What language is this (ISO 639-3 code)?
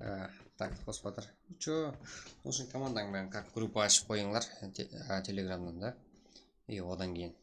kaa